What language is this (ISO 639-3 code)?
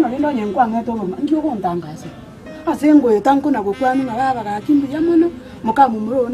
guz